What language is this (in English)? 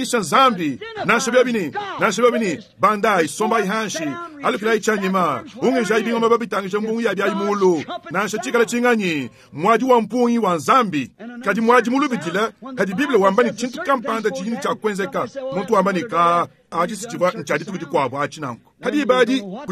Luba-Lulua